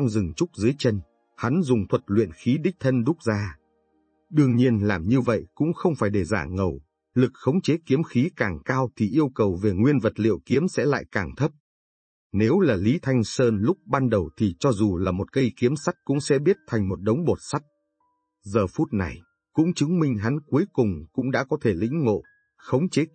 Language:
Vietnamese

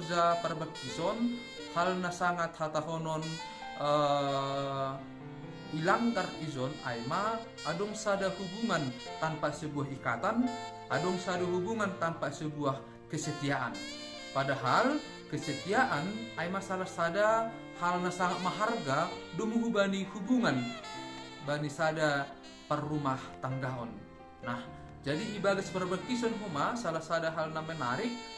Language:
Batak Simalungun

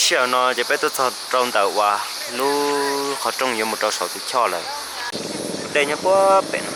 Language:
Hmong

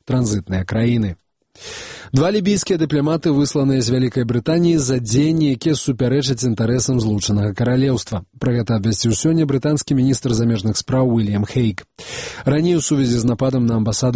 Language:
Belarusian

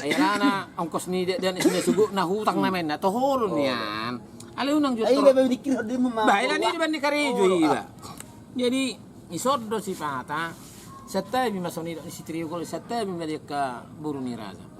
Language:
Batak Toba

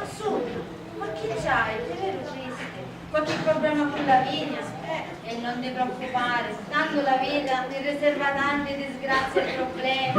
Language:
Sicilian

